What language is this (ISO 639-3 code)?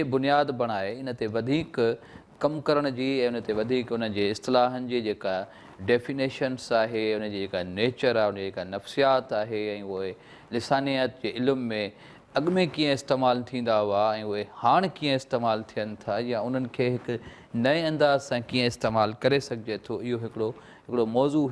snd